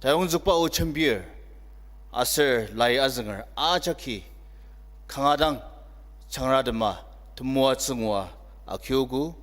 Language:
Ao Naga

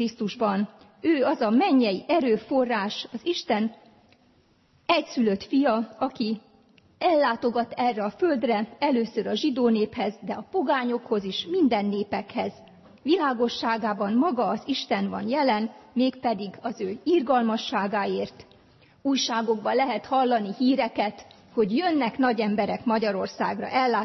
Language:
Hungarian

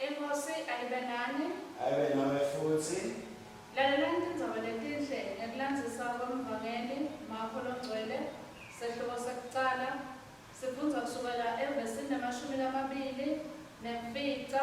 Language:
Swati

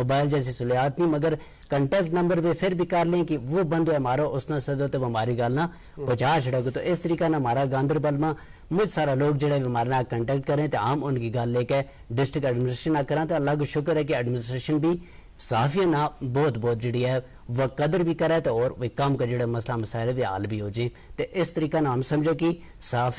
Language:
Gujari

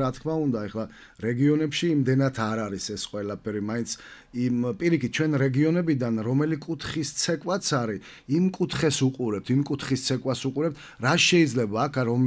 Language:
Georgian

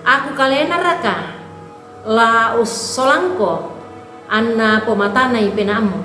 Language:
Toraja-Sa'dan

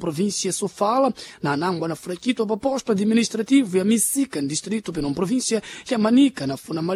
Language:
Sena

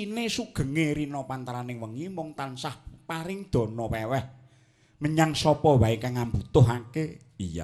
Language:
Javanese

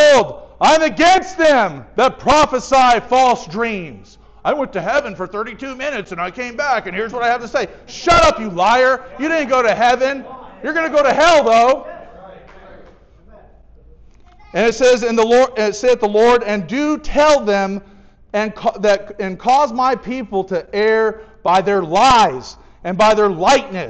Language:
English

